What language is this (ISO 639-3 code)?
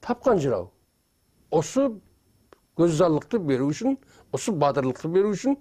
kaa